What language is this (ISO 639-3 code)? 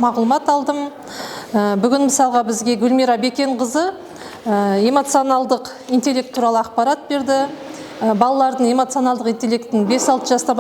kaz